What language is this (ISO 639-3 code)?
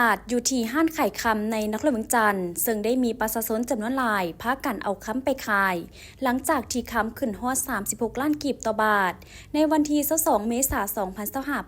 lao